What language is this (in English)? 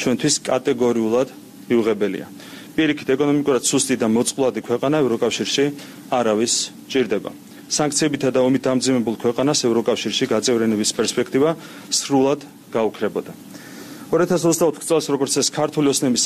Georgian